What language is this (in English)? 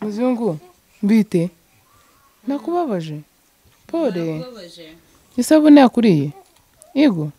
Kinyarwanda